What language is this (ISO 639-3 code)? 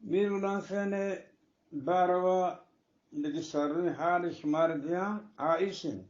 bgp